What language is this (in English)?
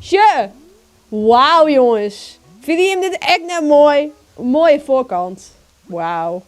Western Frisian